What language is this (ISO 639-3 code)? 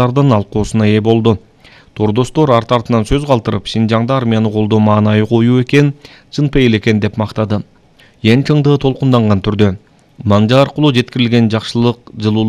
kir